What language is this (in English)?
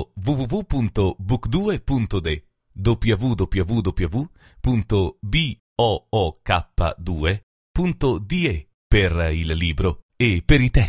Albanian